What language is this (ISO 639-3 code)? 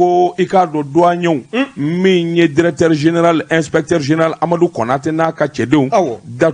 bam